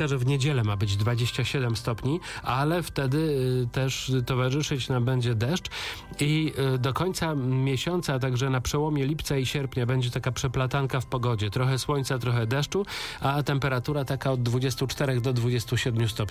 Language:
Polish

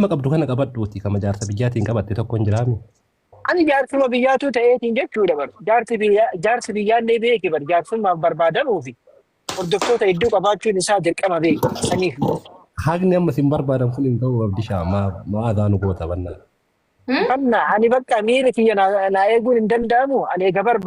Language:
Oromo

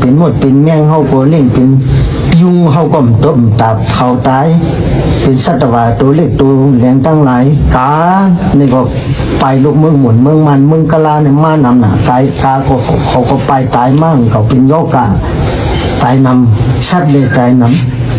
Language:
Shan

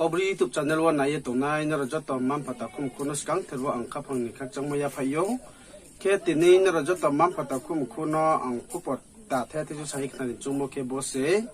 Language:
Riang (India)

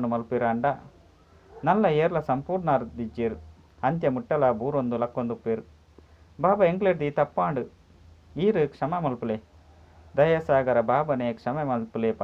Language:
Tulu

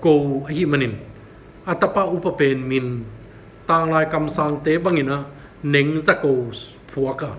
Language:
Tedim Chin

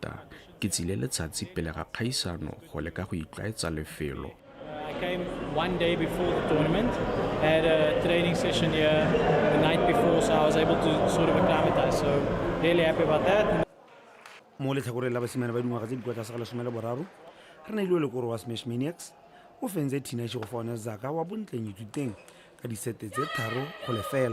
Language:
Tswana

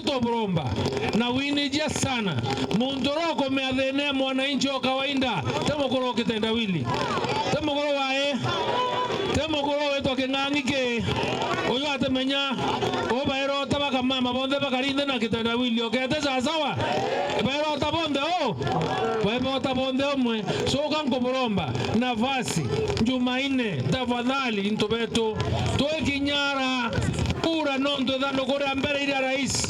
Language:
Meru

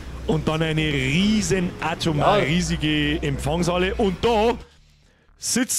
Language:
Bavarian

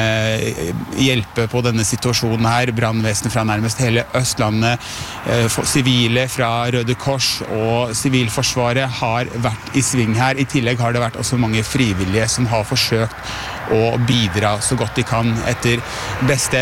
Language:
Norwegian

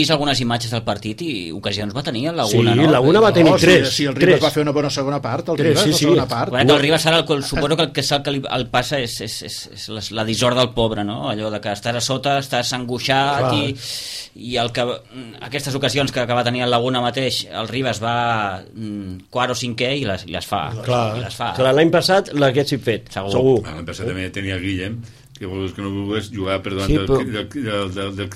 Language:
Catalan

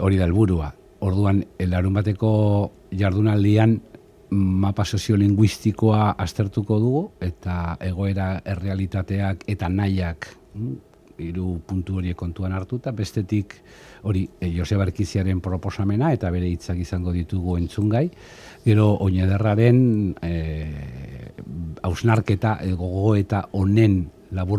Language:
Basque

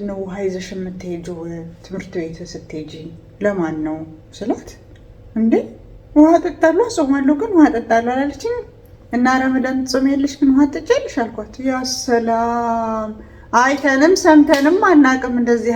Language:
Amharic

